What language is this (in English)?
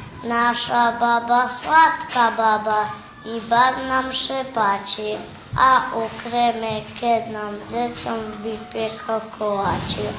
Rusyn